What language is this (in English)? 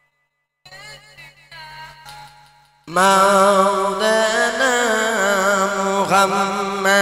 Bangla